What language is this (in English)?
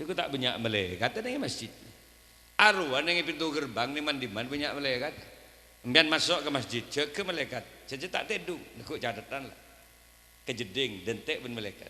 Madurese